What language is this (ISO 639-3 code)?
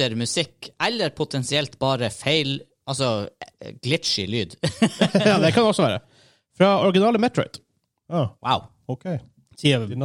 nor